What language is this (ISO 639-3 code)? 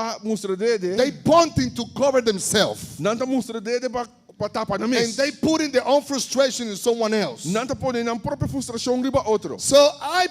pap